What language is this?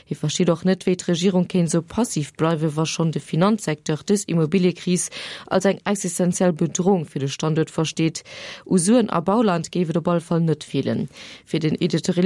Luxembourgish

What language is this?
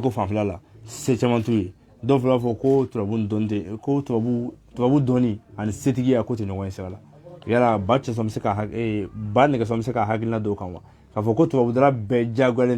Bambara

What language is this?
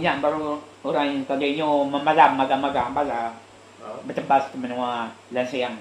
Iban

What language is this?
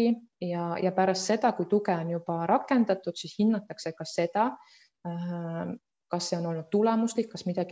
Estonian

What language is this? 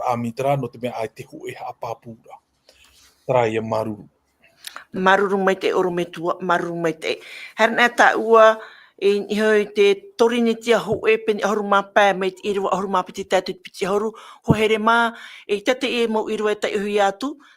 Tahitian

